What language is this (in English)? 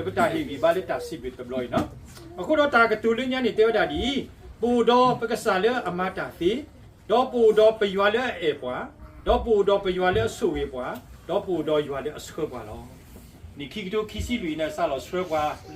S'gaw Karen